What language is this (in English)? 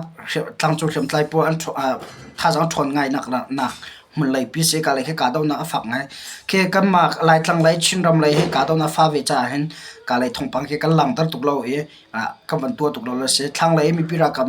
Hakha Chin